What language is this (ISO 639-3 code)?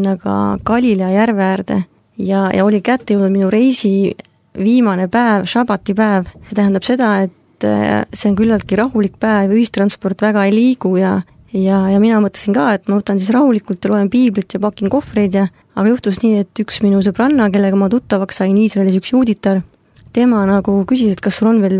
est